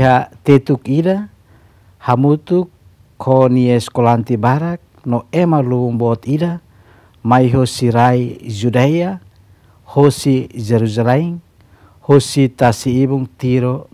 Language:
Tetum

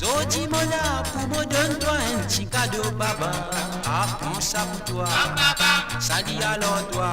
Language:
Morisyen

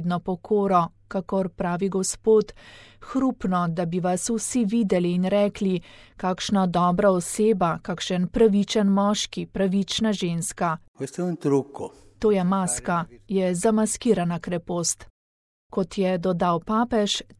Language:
Slovenian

